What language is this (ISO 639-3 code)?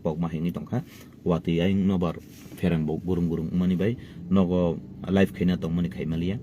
trp